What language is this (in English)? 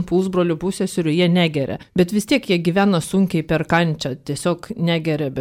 Lithuanian